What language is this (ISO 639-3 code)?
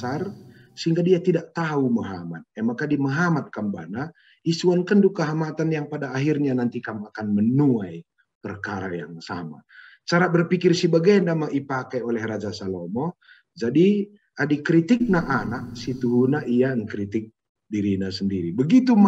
btx